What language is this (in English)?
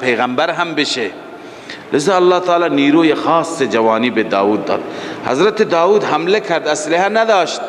Persian